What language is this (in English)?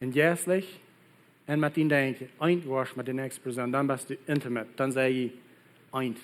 Plautdietsch